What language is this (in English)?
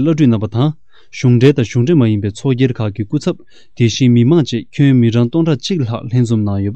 Tibetan